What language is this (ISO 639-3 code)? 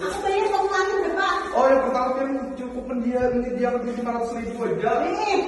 bjn